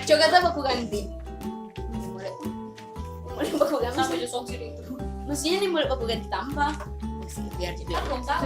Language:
Manado Malay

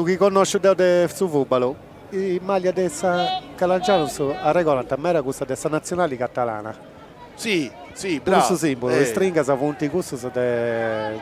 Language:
Sardinian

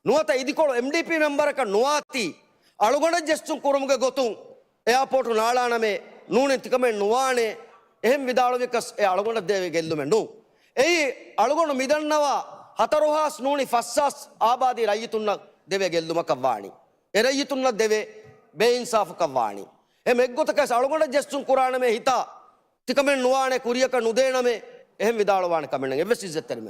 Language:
Divehi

